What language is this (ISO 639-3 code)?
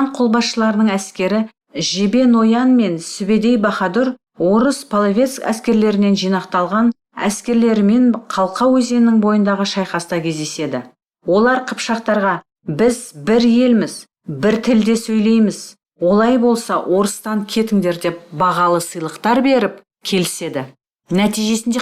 kaz